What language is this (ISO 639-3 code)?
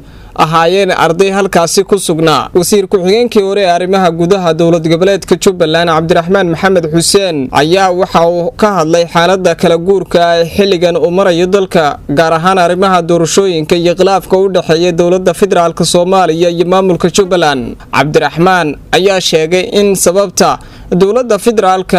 som